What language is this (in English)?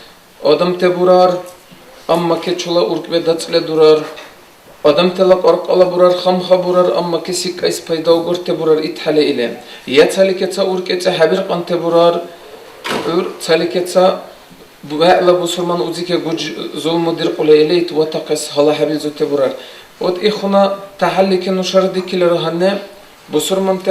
Dargwa